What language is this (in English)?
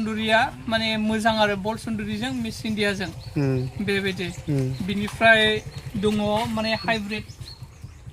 Bodo